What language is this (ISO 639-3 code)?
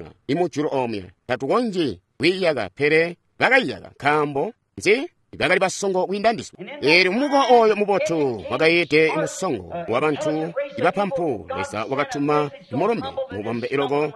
toi